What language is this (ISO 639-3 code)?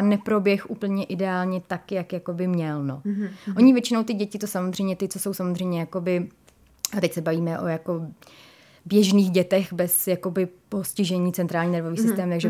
ces